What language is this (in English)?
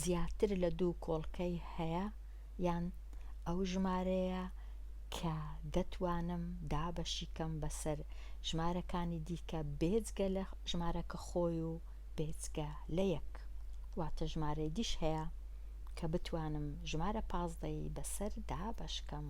Central Kurdish